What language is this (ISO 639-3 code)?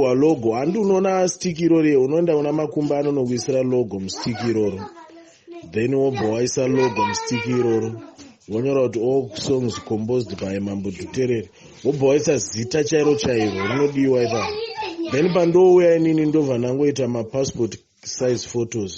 sna